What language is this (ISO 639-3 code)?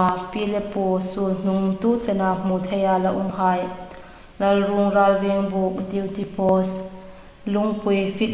hmr